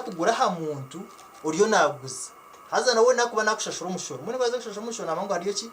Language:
Nyankole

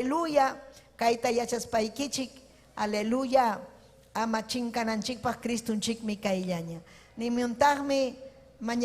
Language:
Ayacucho Quechua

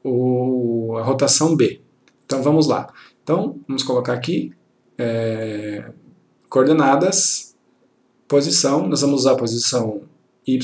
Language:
Portuguese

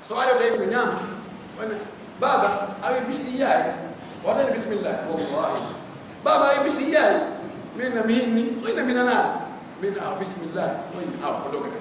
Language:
Pular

